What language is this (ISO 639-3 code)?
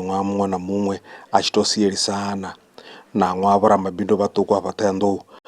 ven